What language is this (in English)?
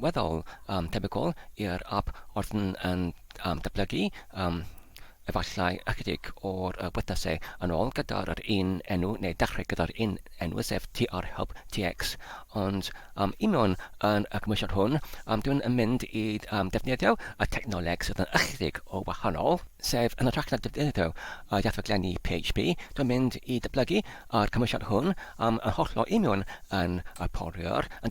Welsh